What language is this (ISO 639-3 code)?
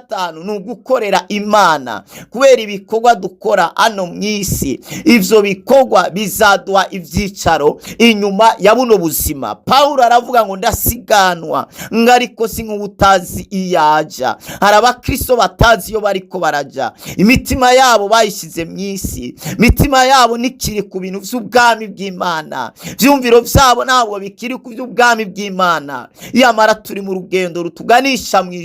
run